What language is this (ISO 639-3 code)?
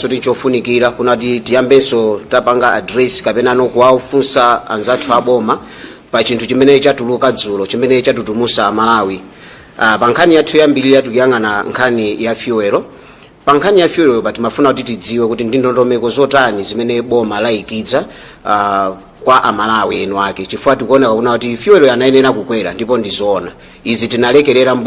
nya